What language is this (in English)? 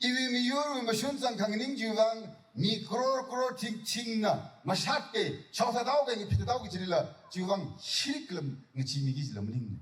Tangkhul Naga (India)